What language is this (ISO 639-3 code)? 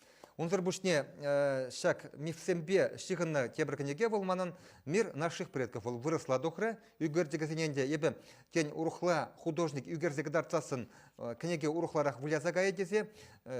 chv